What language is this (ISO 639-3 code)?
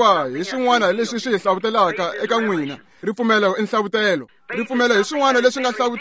tso